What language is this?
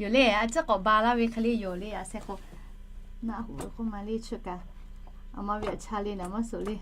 Lahu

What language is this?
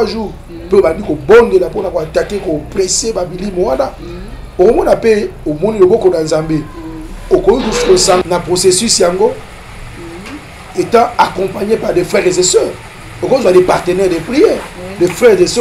Lingala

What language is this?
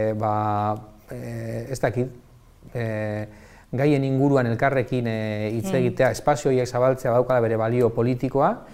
Basque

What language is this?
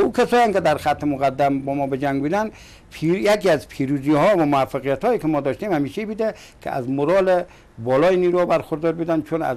Persian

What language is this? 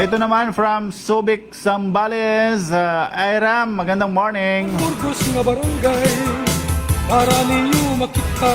Waray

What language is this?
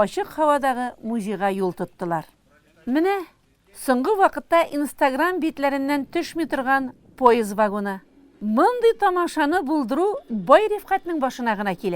Tatar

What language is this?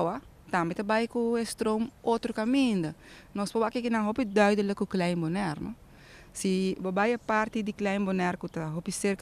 Papiamento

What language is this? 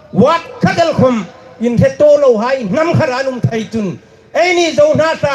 Hmar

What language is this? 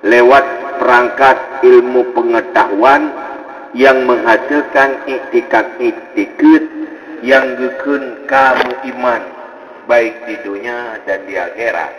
Achinese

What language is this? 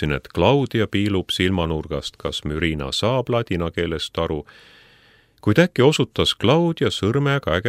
Estonian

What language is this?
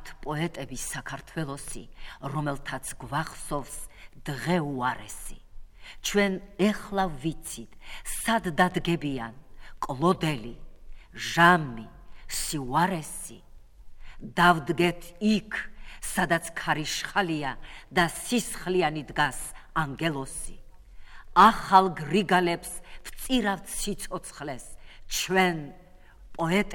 Georgian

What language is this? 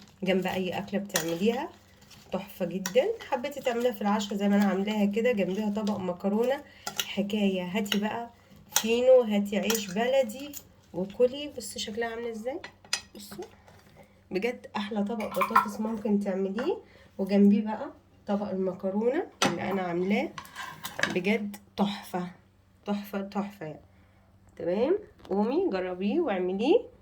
Egyptian Arabic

